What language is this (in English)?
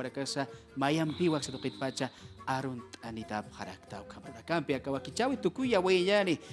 Aymara